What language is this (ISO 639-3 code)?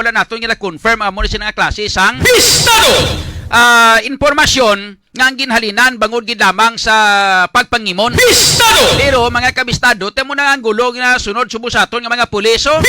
hil